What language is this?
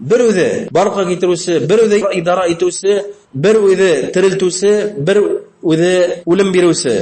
Bashkir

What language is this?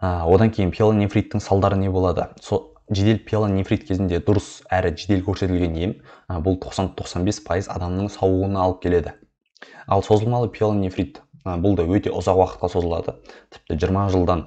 Kazakh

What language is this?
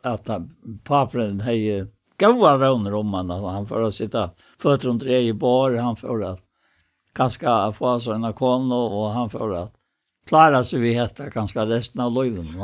Faroese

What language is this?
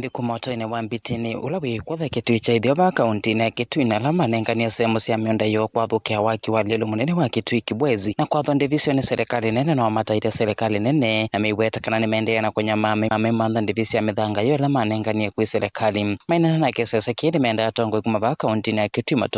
Kamba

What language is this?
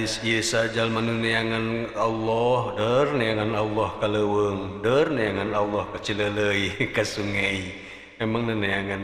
Sundanese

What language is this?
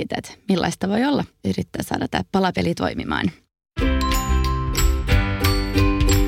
Finnish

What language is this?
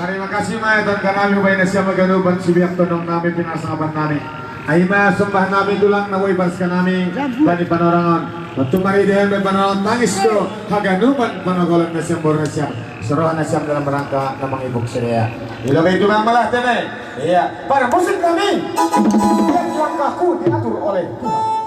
Batak Simalungun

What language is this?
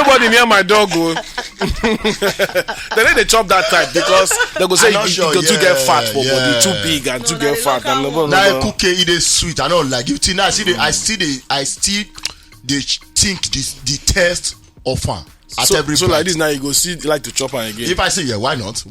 Nigerian Pidgin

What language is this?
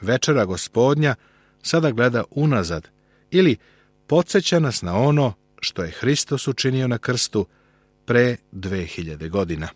Serbian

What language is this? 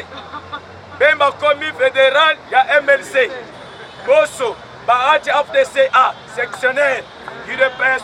Lingala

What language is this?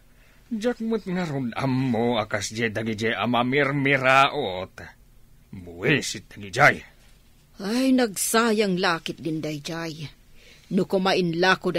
Iloko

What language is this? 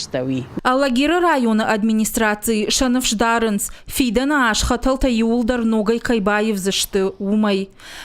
Ossetic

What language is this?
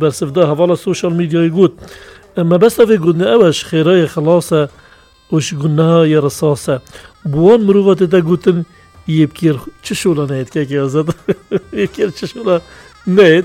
Kurdish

